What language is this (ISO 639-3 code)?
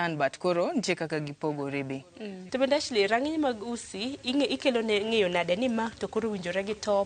luo